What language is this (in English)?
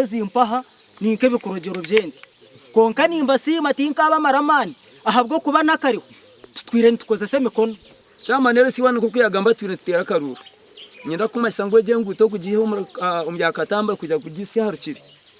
Nyankole